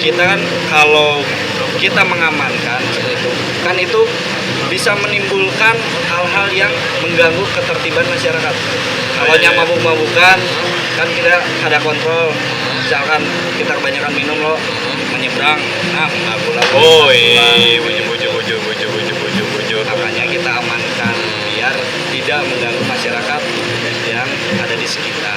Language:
Banjar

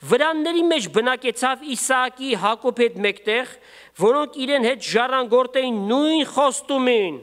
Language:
Armenian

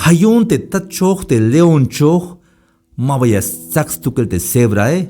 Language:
Tzeltal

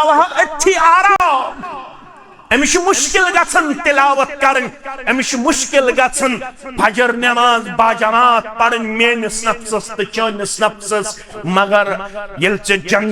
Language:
Kashmiri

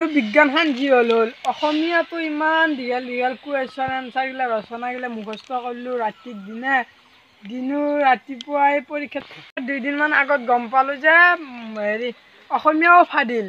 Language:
Assamese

